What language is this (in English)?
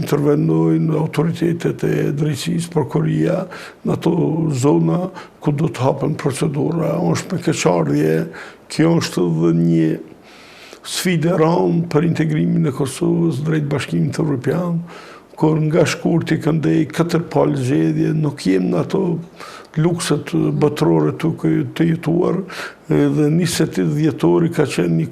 Albanian